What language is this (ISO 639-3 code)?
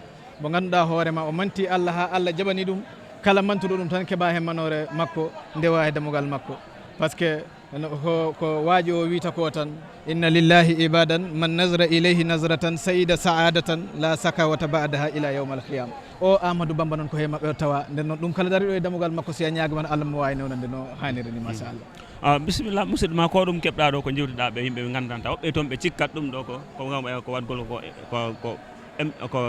ful